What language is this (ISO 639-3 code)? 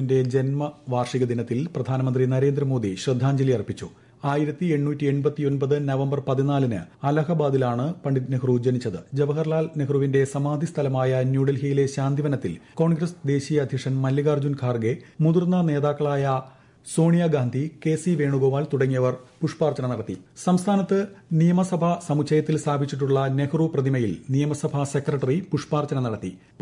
mal